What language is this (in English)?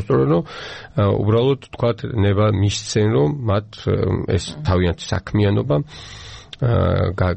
Georgian